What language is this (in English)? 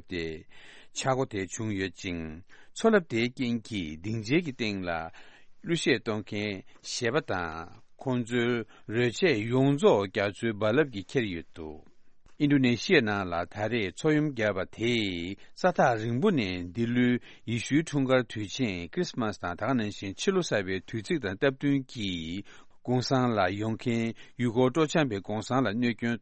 Tibetan